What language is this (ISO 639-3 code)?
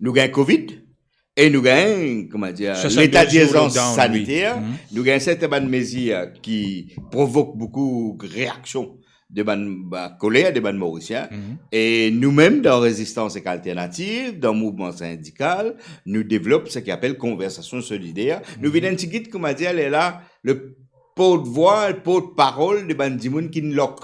mfe